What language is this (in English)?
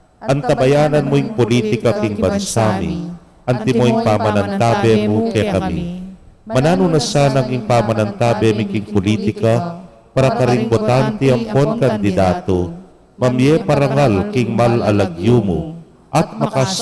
Pampanga